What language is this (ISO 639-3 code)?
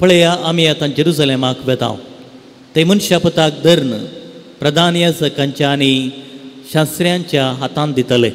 kok